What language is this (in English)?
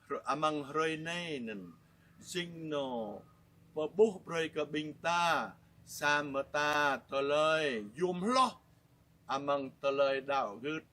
Jarai